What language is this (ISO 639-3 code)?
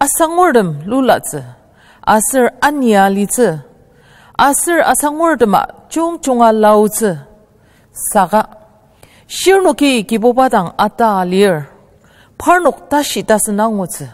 njo